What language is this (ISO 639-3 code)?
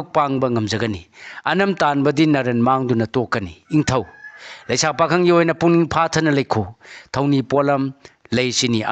mni